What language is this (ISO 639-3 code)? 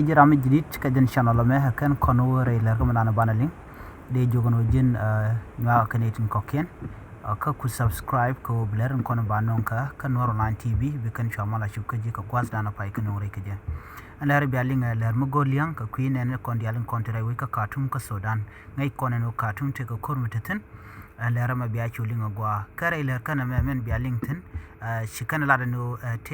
nus